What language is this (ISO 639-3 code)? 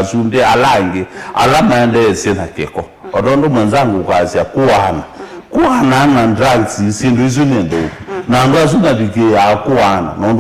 kam